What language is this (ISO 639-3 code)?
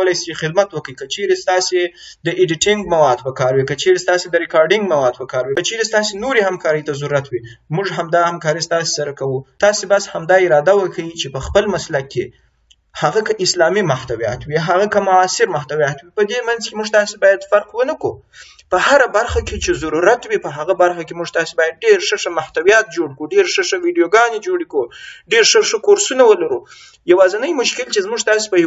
pus